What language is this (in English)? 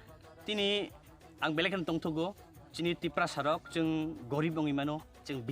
Kok Borok